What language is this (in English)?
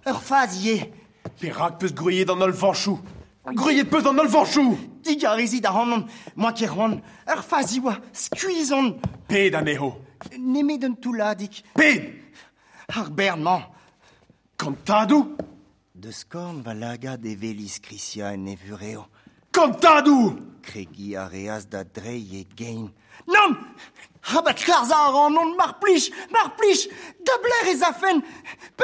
Breton